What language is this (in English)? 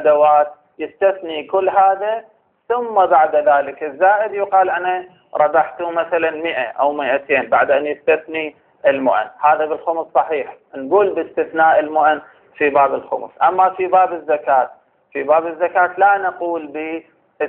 Arabic